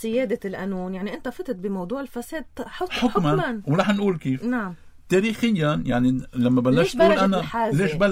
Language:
North Levantine Arabic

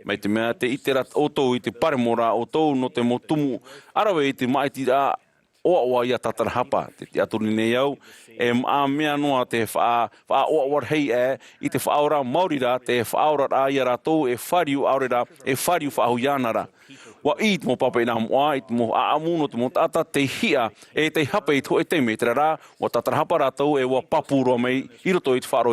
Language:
Tahitian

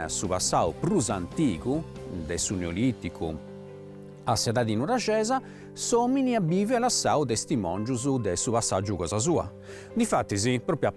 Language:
Sardinian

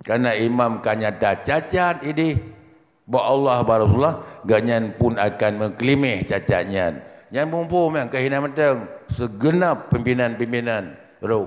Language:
Achinese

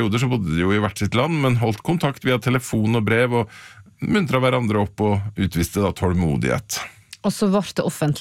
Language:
Norwegian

